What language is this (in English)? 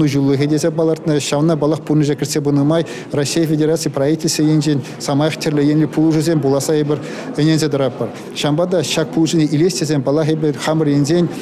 Chuvash